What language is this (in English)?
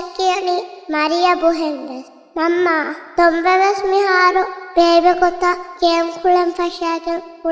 Divehi